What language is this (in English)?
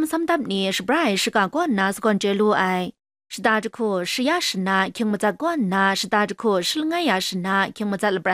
Kachin